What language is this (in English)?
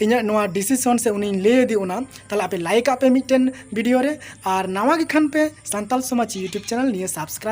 Santali